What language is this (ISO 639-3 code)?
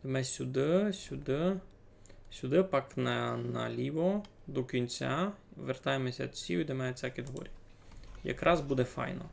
rue